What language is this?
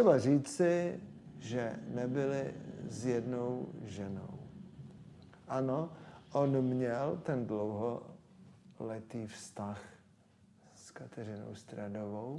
Czech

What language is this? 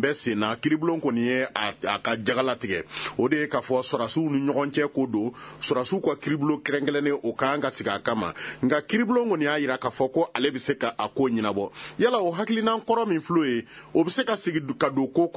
Bambara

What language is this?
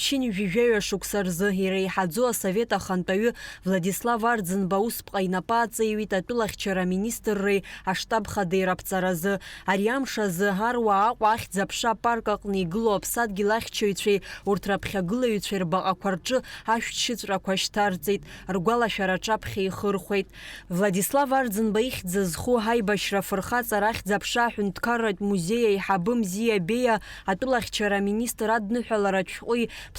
Abkhazian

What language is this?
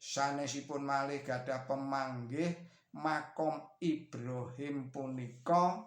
Javanese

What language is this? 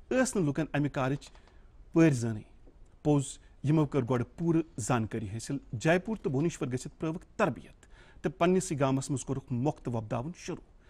Kashmiri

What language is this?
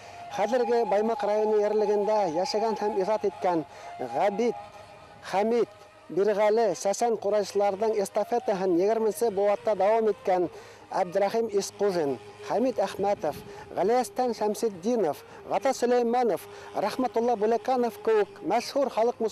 Bashkir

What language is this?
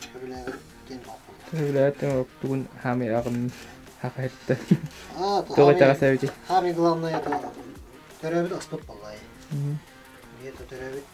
Yakut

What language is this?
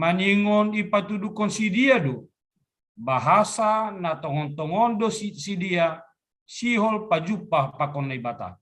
Batak Simalungun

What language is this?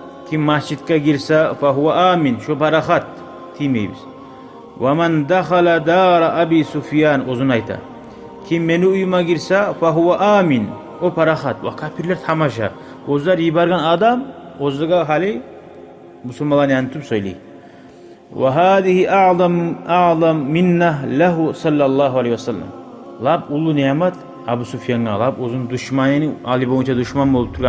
Kumyk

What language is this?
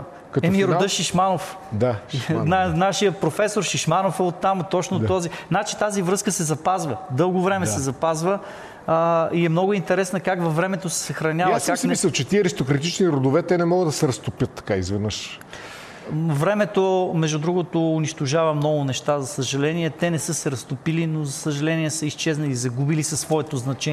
Bulgarian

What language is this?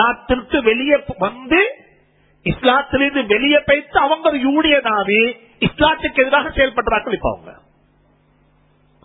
Tamil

